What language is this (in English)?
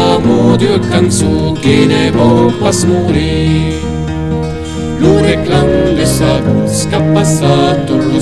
Occitan